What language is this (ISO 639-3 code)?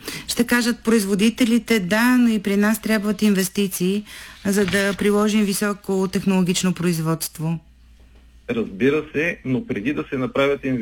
bul